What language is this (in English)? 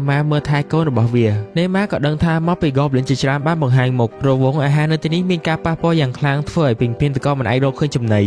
Khmer